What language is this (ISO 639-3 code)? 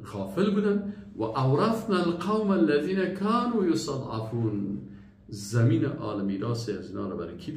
fas